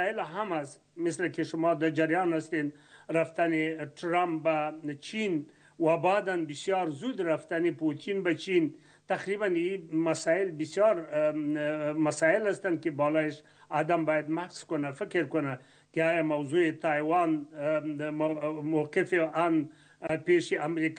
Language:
Persian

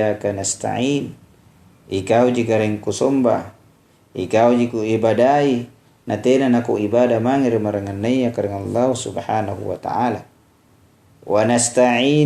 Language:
Makasar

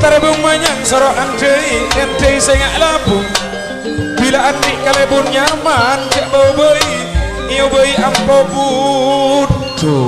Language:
Madurese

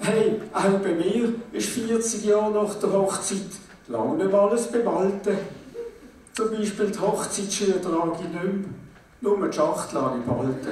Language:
Swiss German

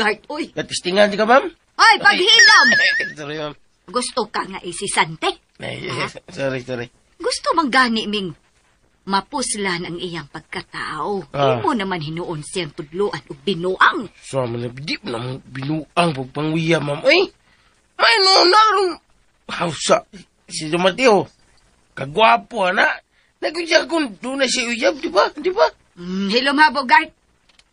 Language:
Cebuano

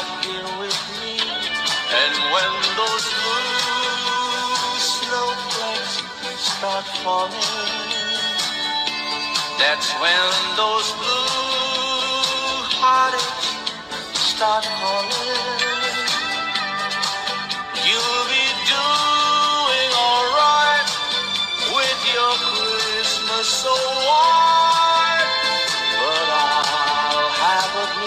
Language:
English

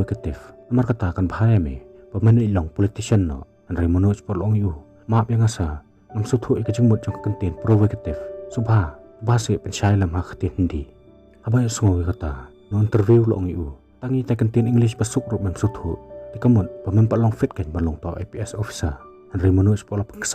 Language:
Khasi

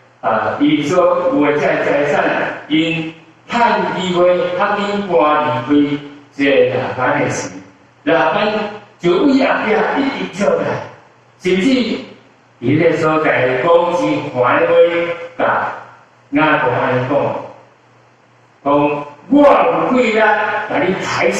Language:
Min Nan Chinese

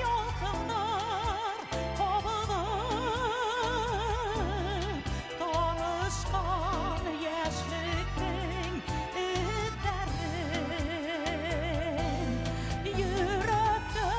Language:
Bashkir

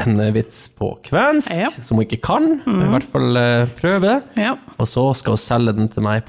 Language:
Norwegian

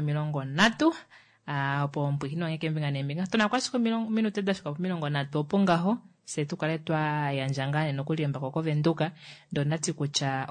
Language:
Kuanyama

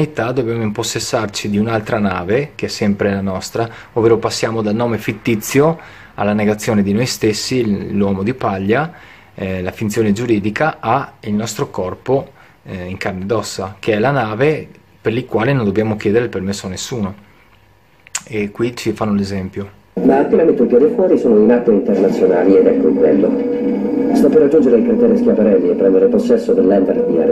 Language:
Italian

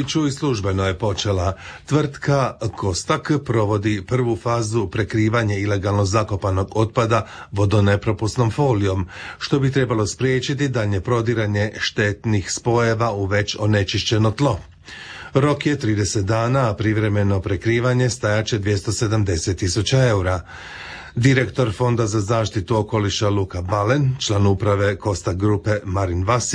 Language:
Croatian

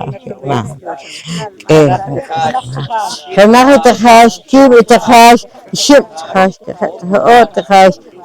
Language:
Poqomchi'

